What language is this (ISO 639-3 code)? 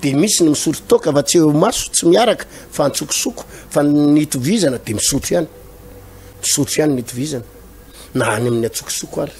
mlg